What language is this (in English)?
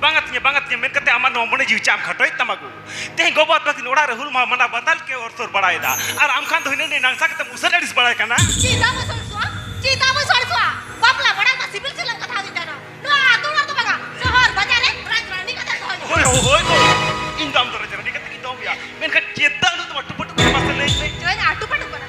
Santali